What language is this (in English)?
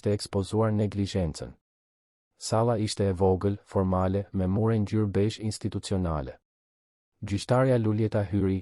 Albanian